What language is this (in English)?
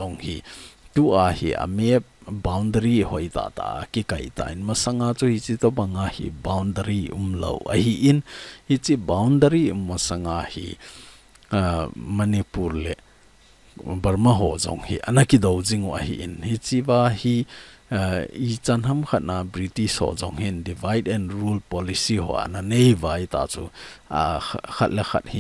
Thado Chin